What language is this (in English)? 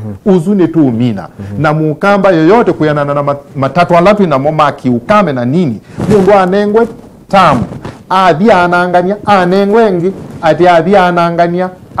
Kamba